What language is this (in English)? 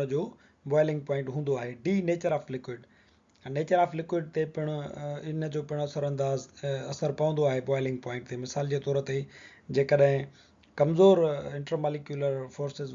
Sindhi